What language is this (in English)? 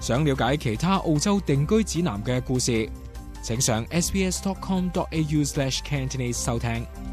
Cantonese